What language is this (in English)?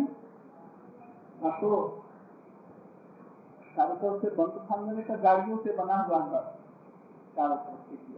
Hindi